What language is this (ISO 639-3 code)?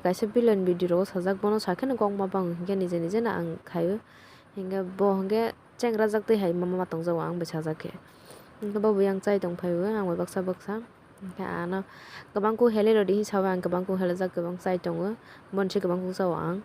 trp